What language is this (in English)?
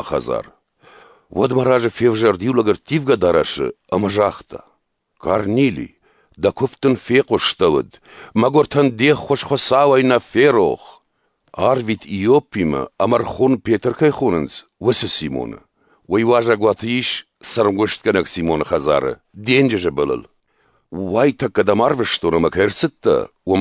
Ossetic